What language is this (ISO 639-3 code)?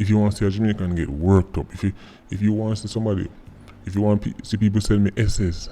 jam